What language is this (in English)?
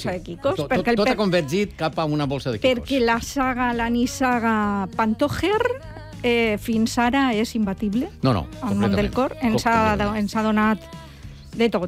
Catalan